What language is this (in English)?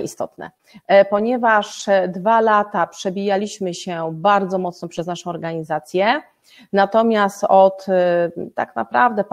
Polish